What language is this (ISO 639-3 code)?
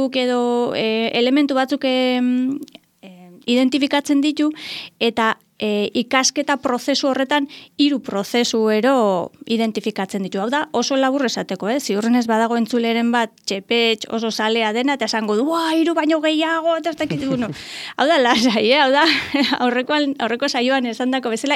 eus